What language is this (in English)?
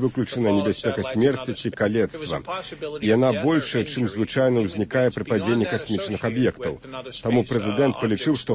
Belarusian